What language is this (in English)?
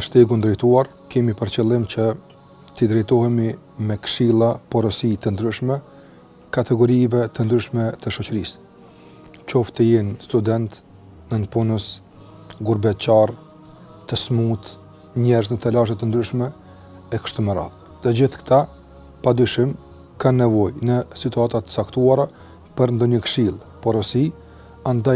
Albanian